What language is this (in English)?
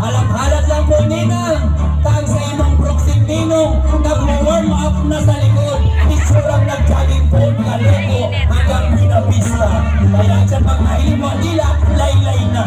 Bikol